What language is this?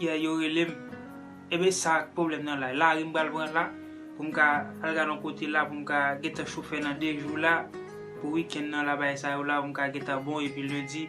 Haitian Creole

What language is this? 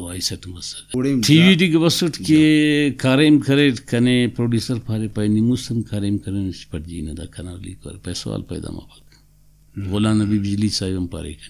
Brahui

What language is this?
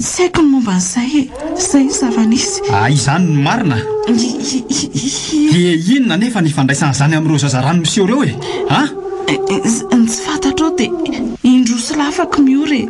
Malagasy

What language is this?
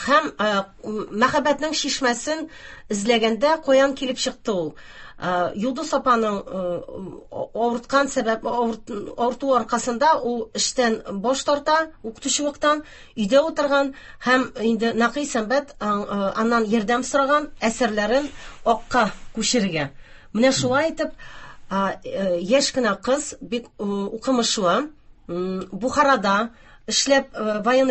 Tatar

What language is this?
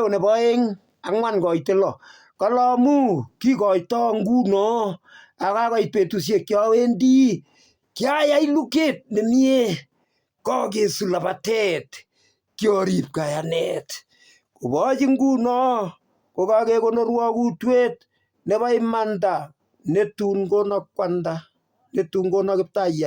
Kalenjin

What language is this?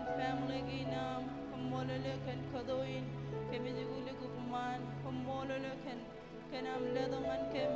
Marshallese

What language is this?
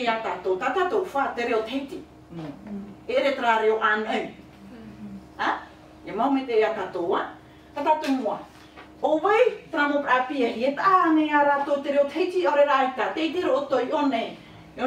Tahitian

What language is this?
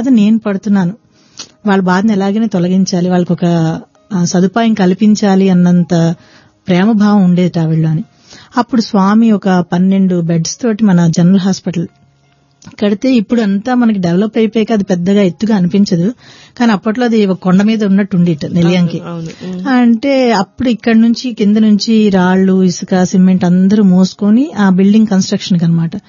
Telugu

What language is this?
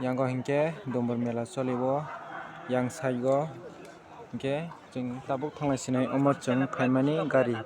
Kok Borok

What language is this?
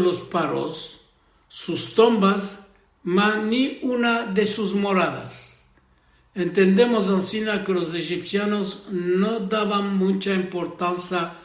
Ladino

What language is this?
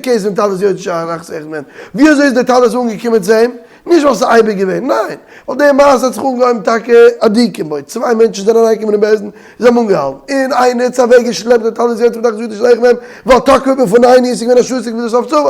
Yiddish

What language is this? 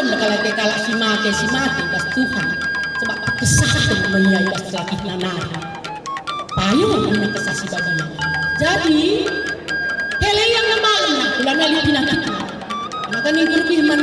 Batak Karo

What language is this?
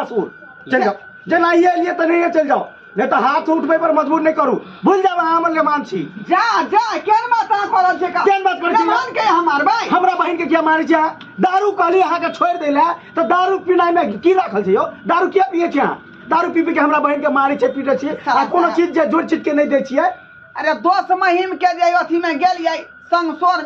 Maithili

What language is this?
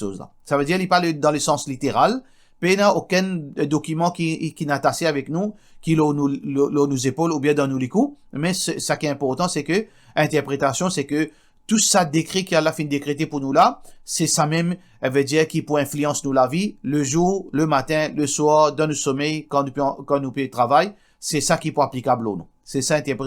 Morisyen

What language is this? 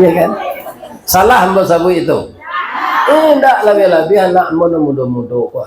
Minangkabau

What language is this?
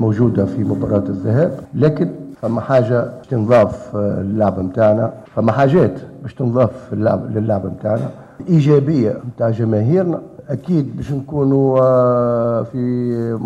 Tunisian Arabic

